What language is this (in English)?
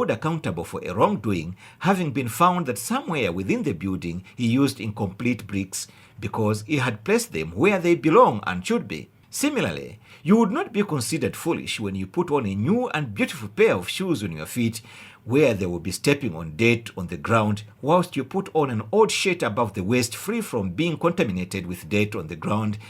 English